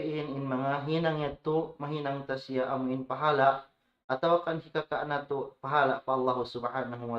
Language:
Tausug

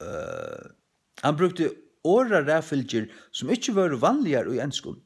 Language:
Faroese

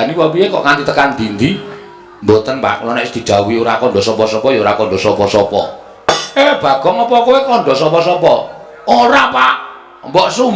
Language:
Javanese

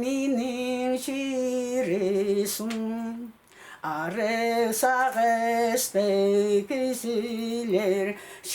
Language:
Khakas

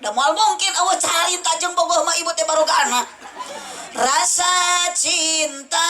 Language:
Sundanese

